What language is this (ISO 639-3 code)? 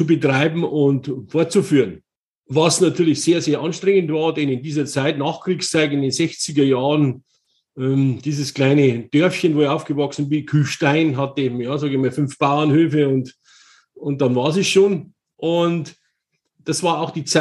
deu